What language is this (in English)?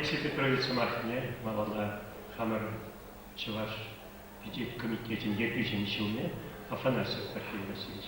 Chuvash